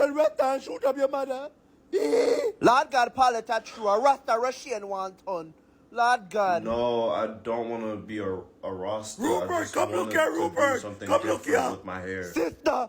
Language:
Jamaican Creole English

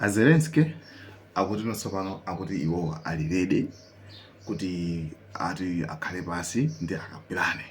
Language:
Nyanja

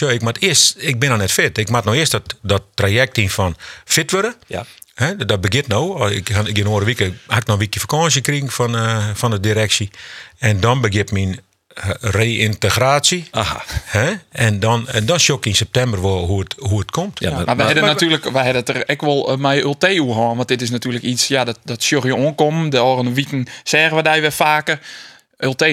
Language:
Western Frisian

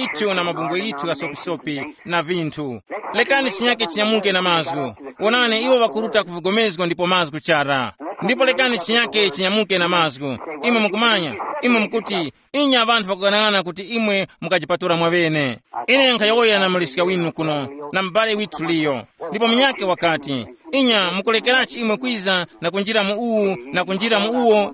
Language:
Tumbuka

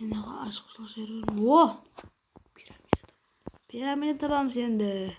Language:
Kara-Kalpak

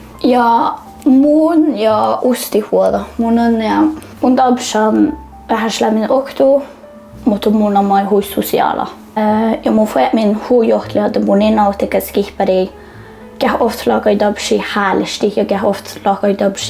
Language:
Northern Sami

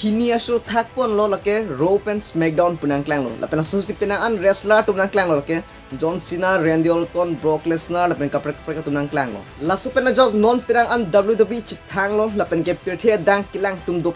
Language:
Karbi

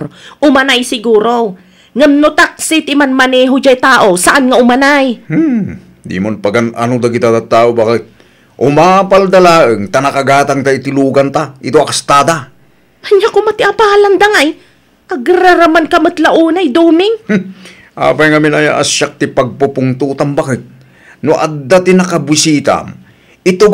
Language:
Iloko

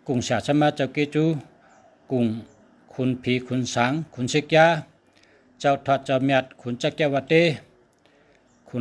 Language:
Shan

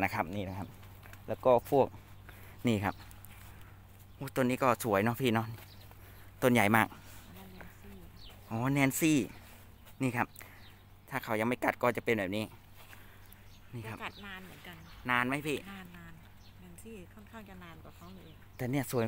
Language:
Thai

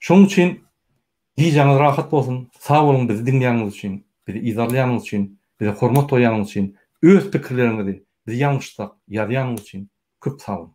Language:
Turkmen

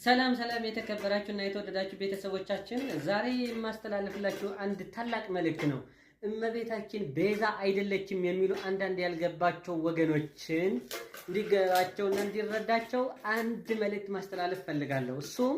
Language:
Amharic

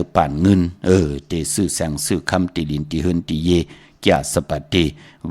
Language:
Shan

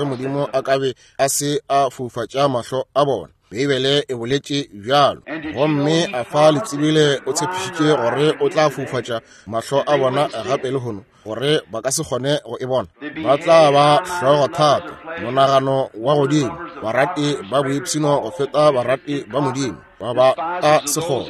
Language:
Northern Sotho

